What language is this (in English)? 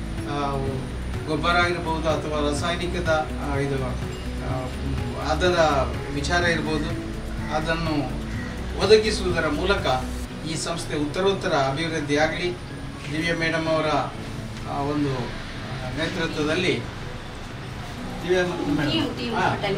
Kannada